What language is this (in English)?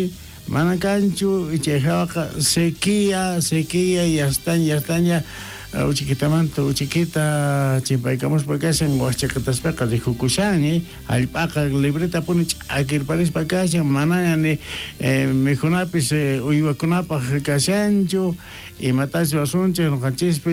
South Bolivian Quechua